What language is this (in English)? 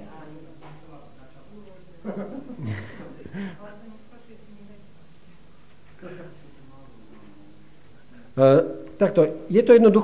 Slovak